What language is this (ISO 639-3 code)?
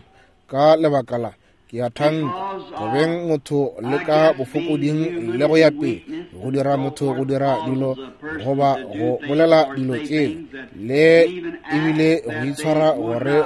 nso